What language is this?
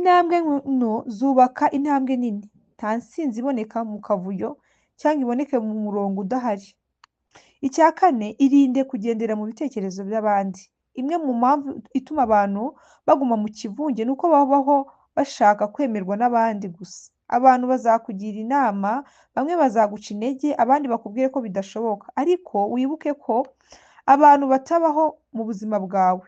Kinyarwanda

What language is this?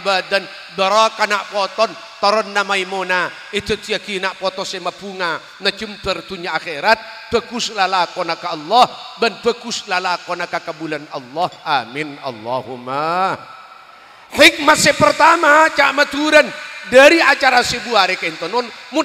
Madurese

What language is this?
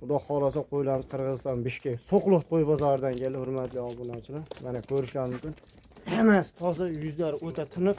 Uzbek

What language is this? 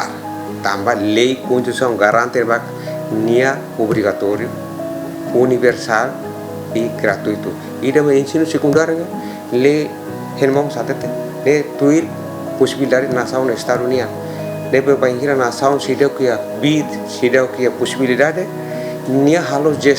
Tetum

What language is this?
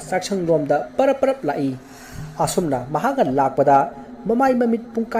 Manipuri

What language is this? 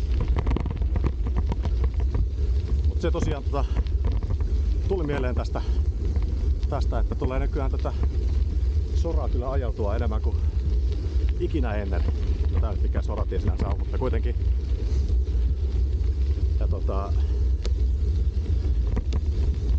Finnish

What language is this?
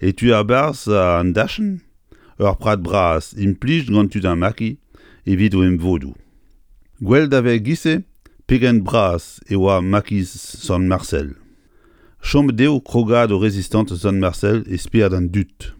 Breton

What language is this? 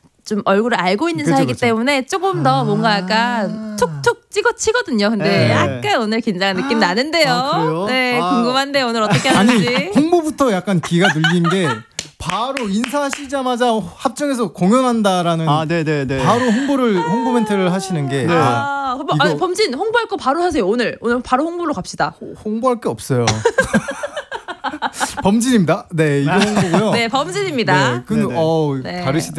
Korean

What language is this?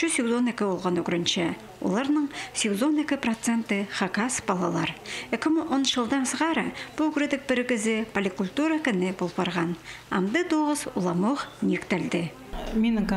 Khakas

